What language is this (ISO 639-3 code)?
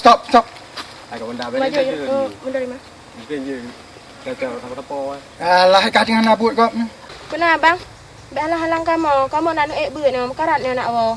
ace